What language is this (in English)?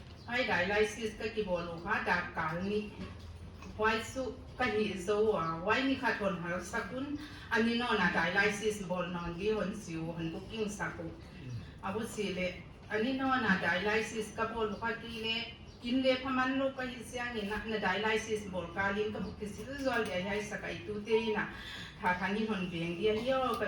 Paite Chin